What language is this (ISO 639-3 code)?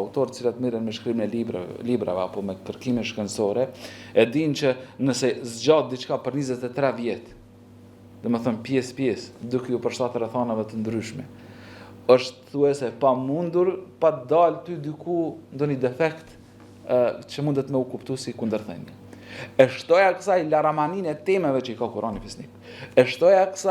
sqi